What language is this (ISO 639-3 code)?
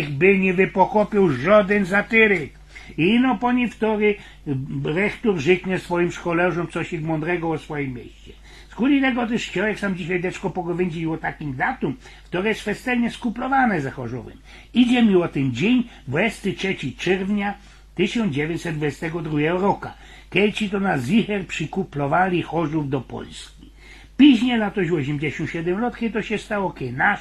szl